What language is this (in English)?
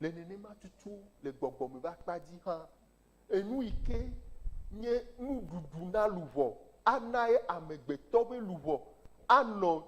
Ewe